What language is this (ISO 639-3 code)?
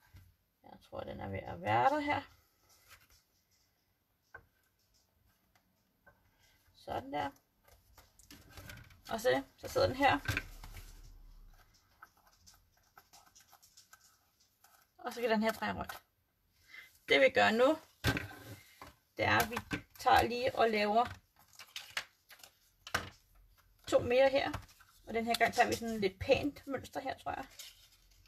dan